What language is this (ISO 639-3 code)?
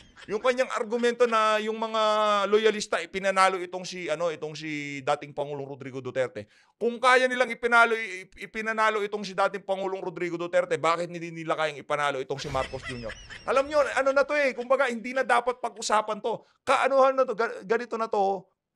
fil